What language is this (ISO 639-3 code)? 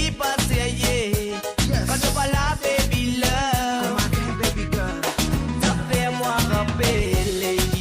mfe